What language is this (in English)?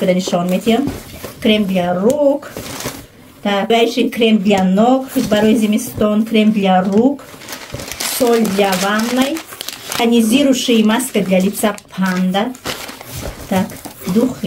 Tajik